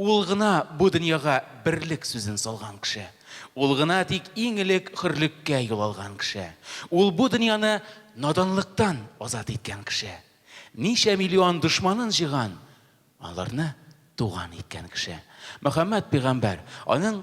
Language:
Tatar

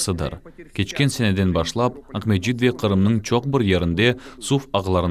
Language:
Crimean Tatar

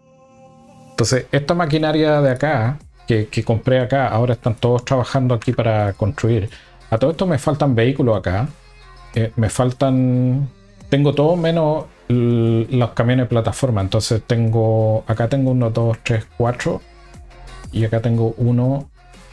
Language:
Spanish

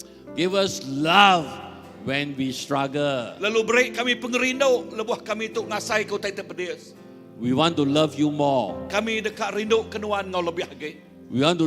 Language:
Iban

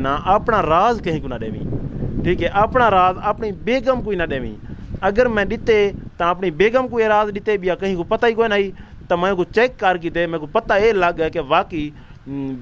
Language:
Saraiki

